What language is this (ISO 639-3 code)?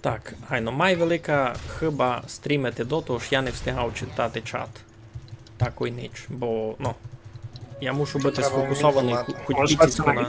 rue